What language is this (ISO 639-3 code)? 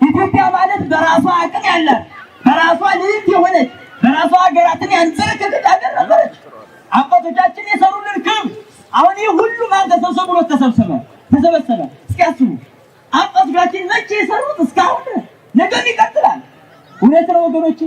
amh